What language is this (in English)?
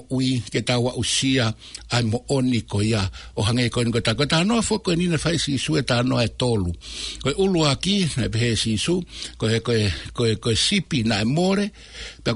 Tongan